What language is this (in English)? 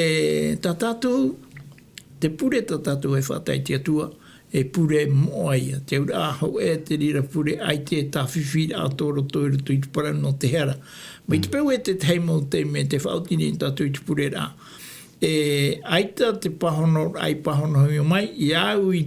Tahitian